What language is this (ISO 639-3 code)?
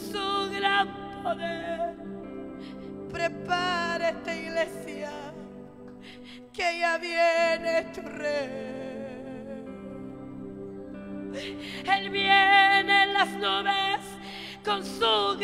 spa